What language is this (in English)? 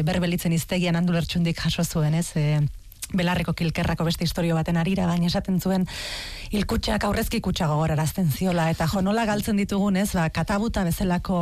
Basque